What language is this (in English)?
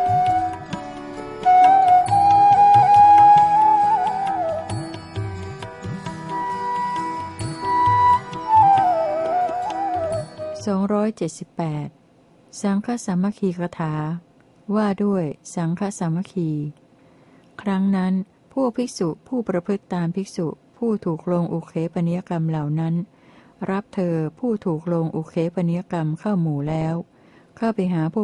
Thai